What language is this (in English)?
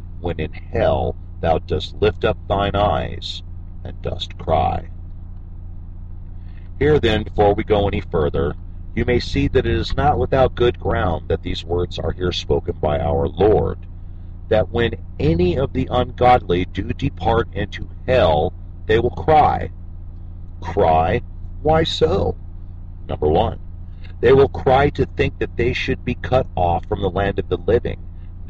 English